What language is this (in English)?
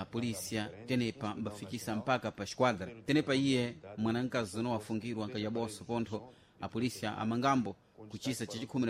Sena